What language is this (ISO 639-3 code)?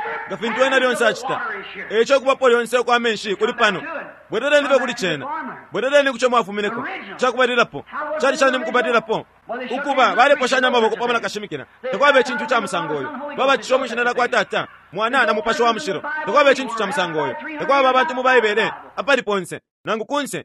bem